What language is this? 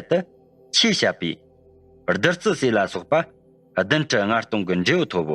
Tibetan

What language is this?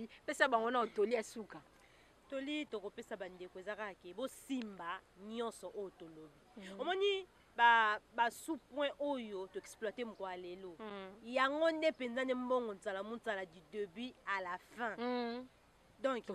Lingala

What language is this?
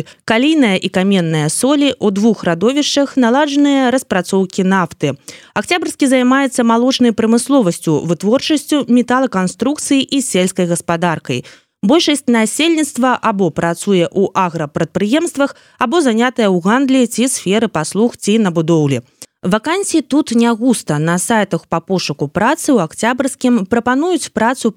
Belarusian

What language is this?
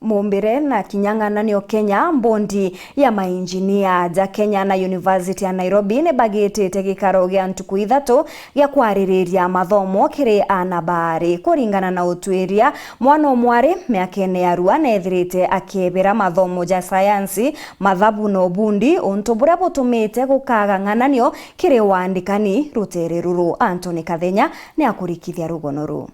Meru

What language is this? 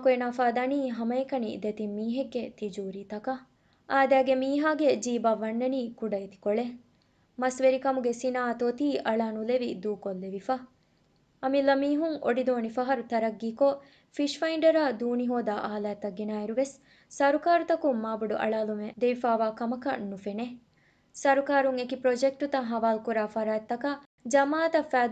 Divehi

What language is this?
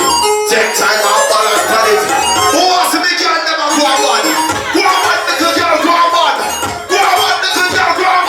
Jamaican Creole English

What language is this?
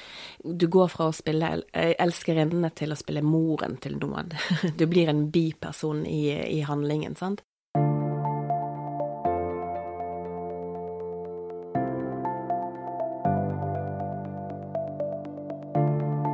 Norwegian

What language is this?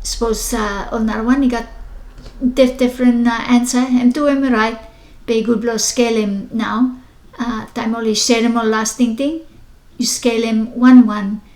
Bislama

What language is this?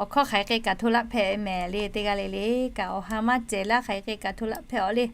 Lahu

